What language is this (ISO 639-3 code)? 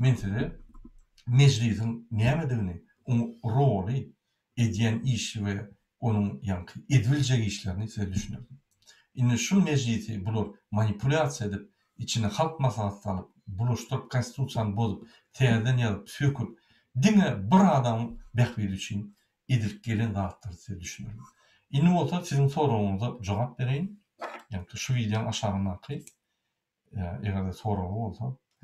tuk